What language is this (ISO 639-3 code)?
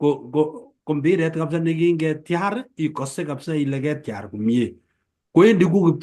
kln